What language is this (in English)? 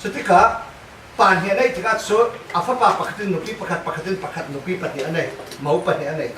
Falam Chin